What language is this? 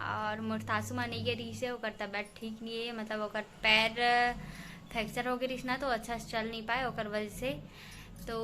Chhattisgarhi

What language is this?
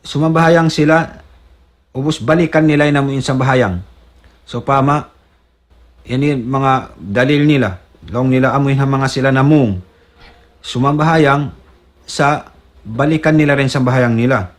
Tausug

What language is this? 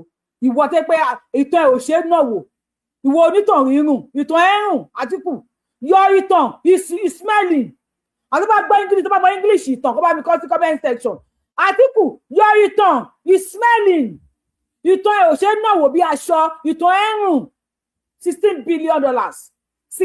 Yoruba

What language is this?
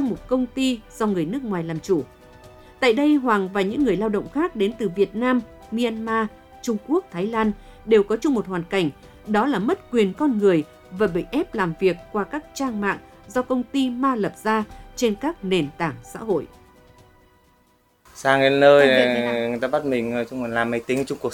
Vietnamese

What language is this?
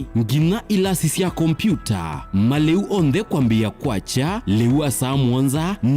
Kamba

